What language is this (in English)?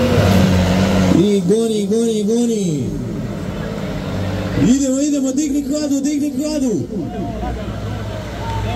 Croatian